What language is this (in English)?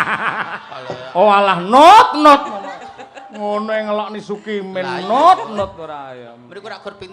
Javanese